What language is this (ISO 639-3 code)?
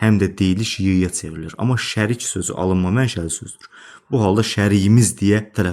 aze